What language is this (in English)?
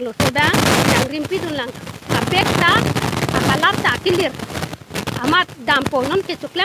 Karbi